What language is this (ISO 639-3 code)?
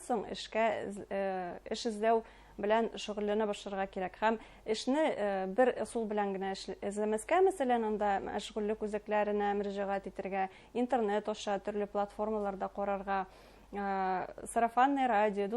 bak